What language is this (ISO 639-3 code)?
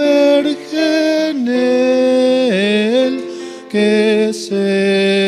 quh